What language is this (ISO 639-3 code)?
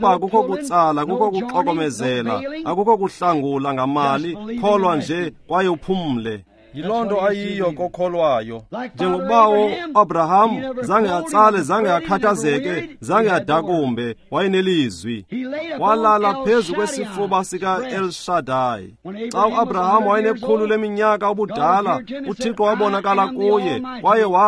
xho